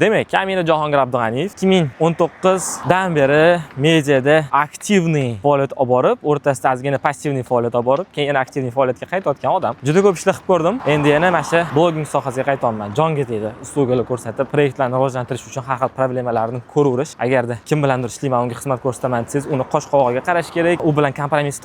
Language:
Uzbek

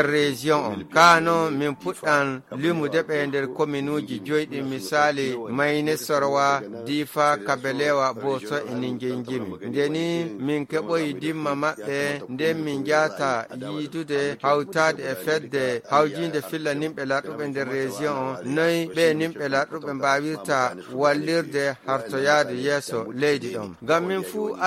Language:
Nigerian Fulfulde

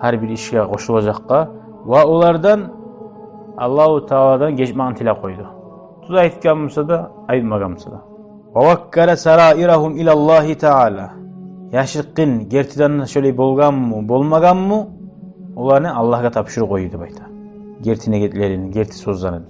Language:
Kumyk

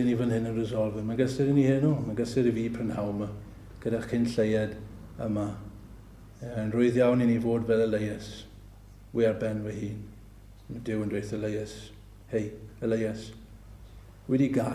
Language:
Welsh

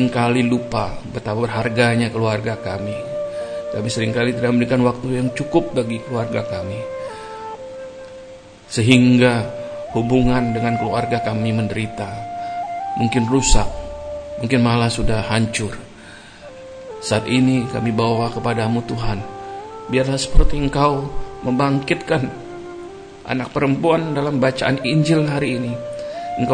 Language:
Indonesian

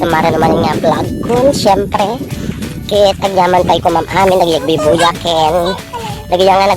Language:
Iloko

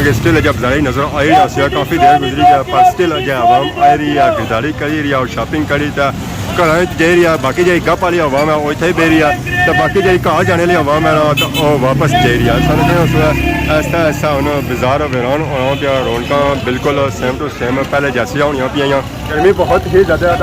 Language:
Pahari-Potwari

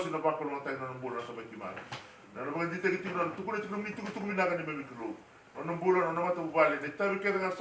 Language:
Fijian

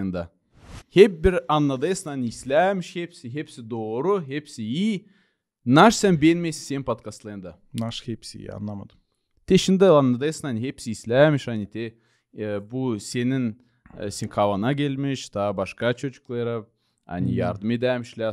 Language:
Gagauz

